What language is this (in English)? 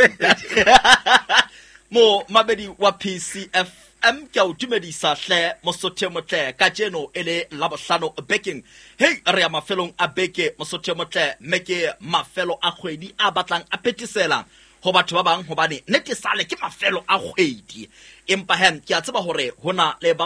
Southern Sotho